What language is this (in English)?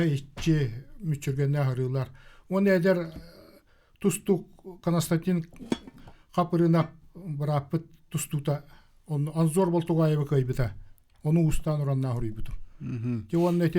Yakut